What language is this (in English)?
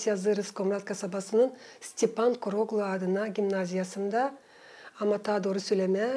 Gagauz